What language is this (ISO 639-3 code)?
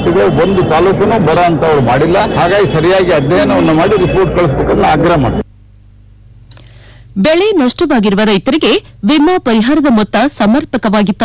kan